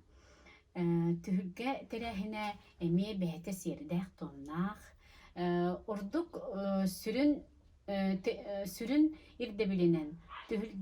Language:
Yakut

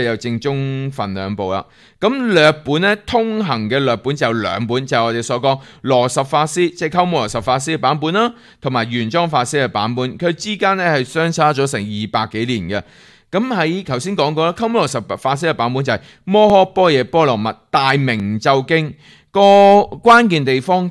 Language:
Cantonese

